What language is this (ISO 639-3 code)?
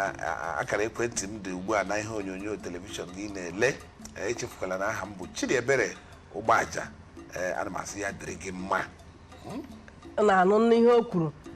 ibo